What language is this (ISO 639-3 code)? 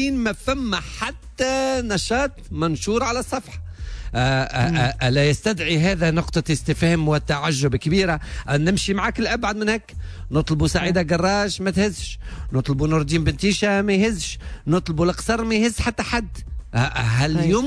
aeb